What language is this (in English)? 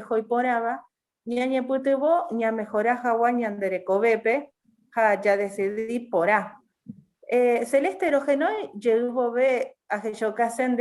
Guarani